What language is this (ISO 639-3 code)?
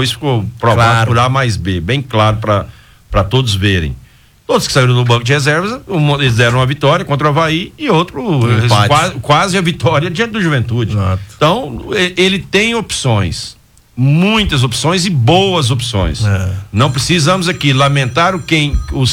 por